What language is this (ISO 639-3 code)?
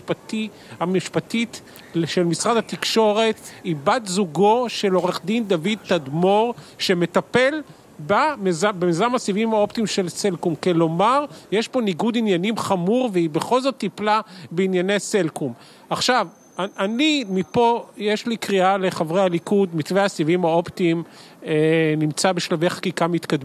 heb